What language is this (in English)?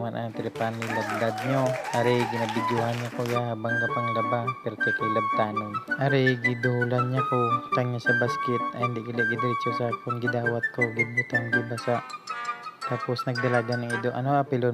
Hiligaynon